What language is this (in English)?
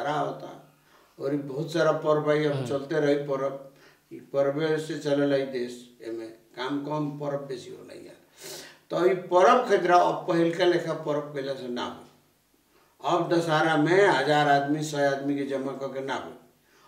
Bhojpuri